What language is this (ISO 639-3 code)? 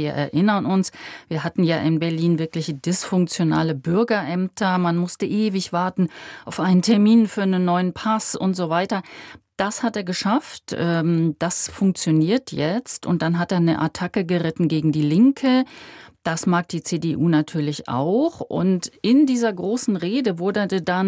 deu